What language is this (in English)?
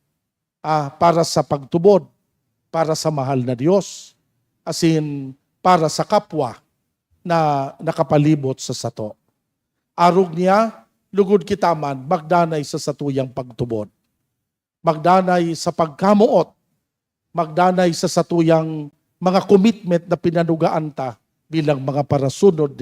Bikol